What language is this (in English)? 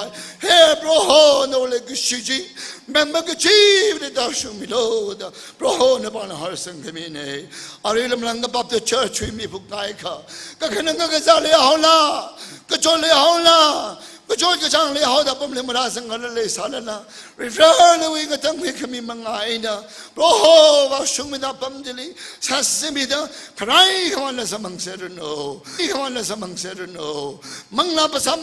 Tangkhul Naga (India)